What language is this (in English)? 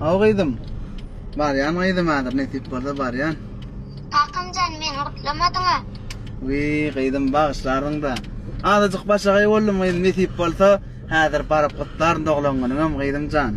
Turkmen